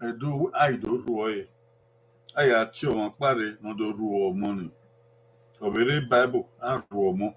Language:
Bini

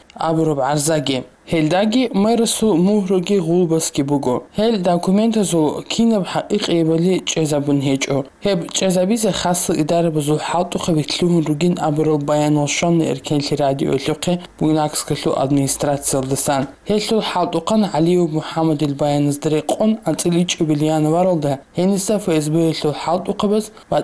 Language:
Avaric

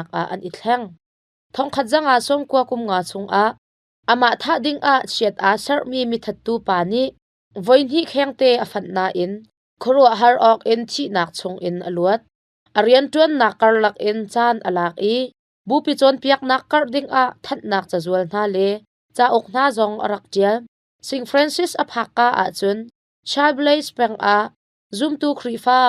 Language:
Hakha Chin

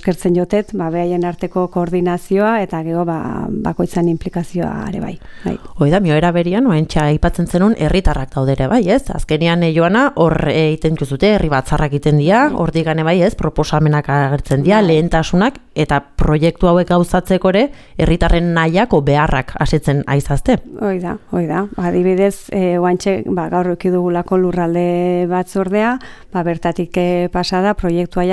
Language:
Basque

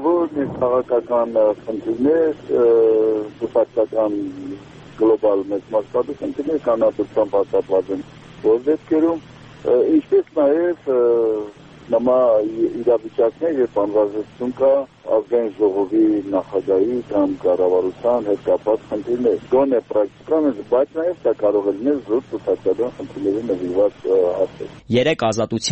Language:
Armenian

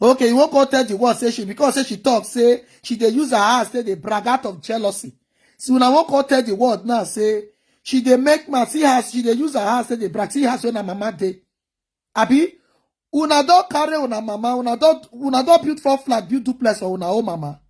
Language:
Nigerian Pidgin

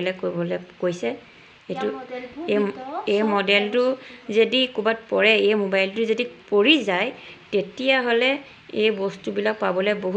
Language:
Assamese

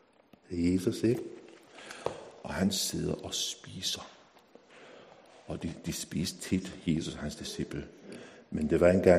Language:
Danish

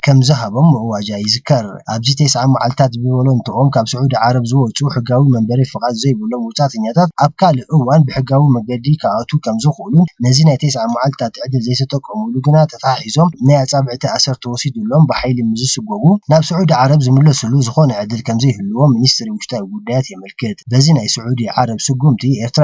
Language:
Tigrinya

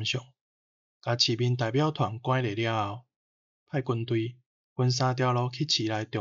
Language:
Min Nan Chinese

